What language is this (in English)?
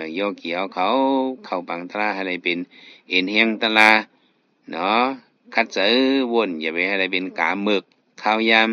Shan